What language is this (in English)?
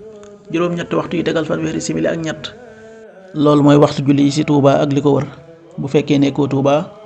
Wolof